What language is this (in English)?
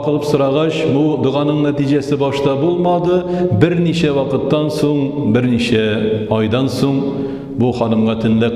Tatar